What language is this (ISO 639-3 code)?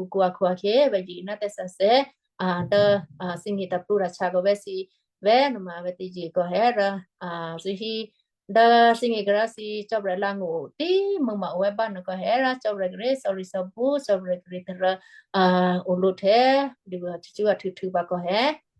kyu